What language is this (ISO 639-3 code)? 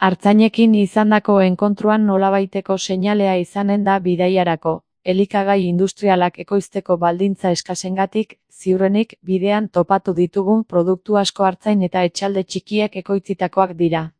eus